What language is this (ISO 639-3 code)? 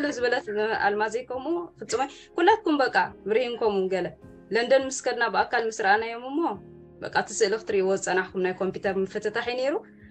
tir